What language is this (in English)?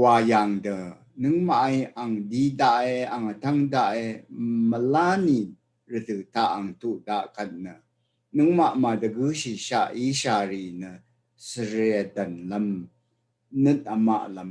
Rawang